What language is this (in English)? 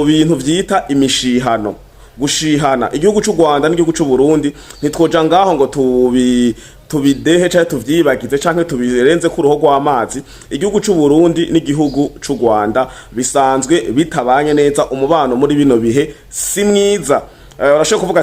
Rundi